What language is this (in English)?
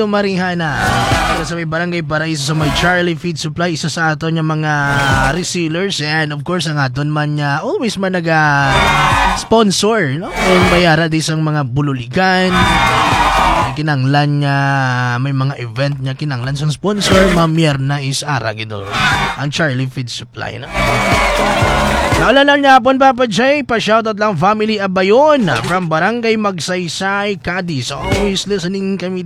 Hiligaynon